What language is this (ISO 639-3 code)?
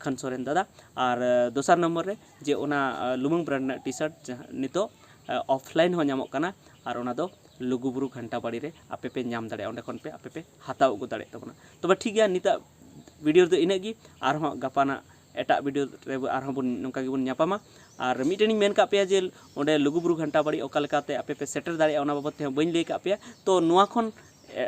sat